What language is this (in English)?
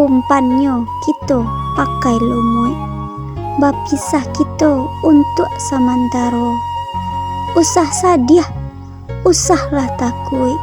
Minangkabau